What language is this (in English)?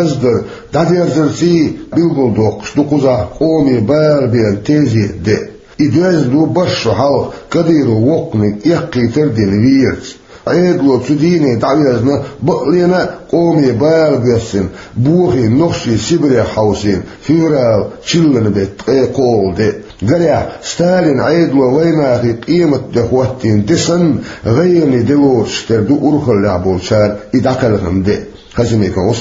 Chechen